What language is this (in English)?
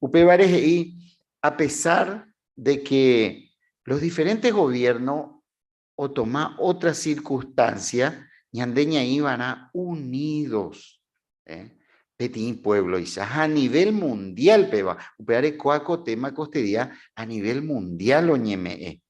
Guarani